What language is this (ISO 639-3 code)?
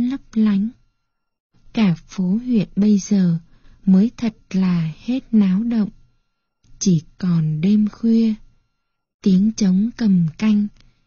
vie